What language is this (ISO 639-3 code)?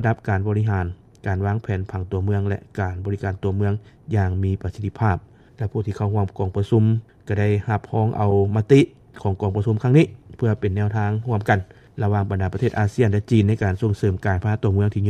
lao